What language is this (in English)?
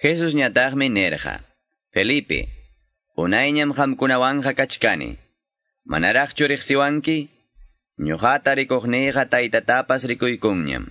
Quechua